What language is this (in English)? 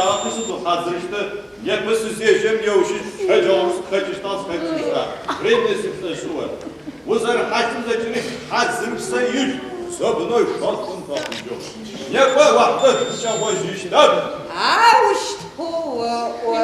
Adyghe